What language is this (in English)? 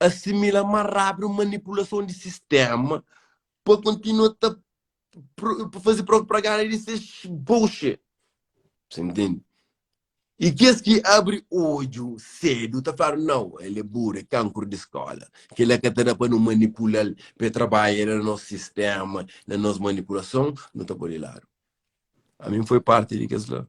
Kabuverdianu